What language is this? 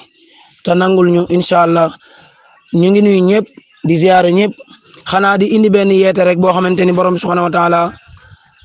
Wolof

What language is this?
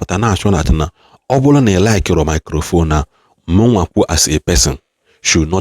Igbo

